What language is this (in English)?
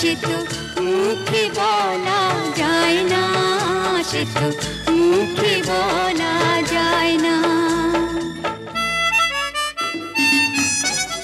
Bangla